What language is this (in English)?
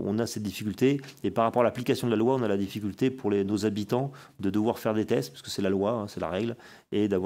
French